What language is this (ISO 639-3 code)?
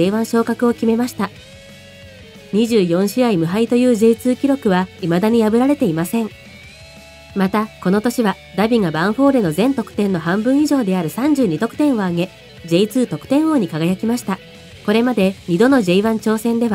jpn